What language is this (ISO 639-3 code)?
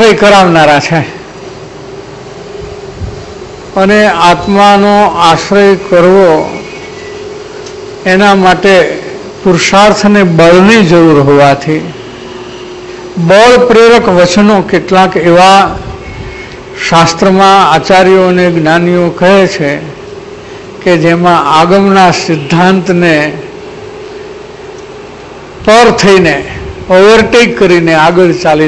guj